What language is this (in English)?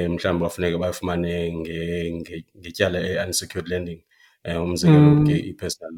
Xhosa